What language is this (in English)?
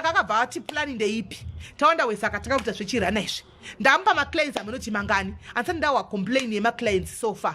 Shona